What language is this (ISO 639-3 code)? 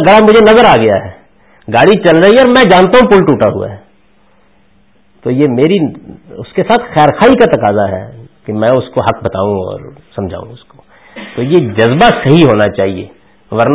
urd